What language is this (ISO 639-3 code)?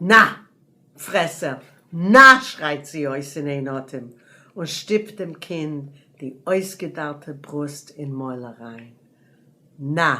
yid